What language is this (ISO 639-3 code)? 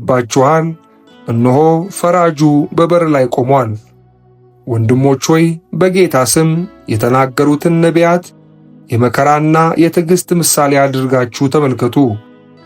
amh